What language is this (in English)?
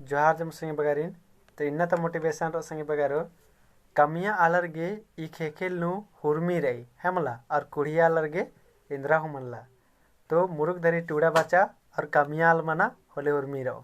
Kurukh